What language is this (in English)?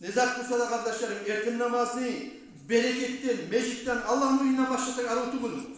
Kumyk